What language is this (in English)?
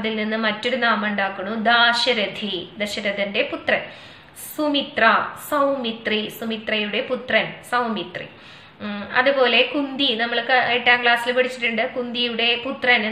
Malayalam